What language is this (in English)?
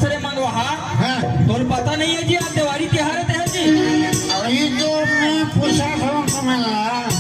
Chhattisgarhi